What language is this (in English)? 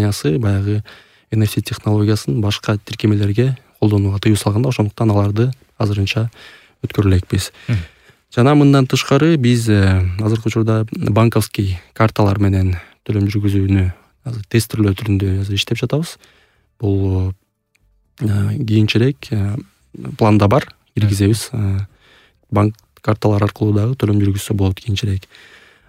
Kyrgyz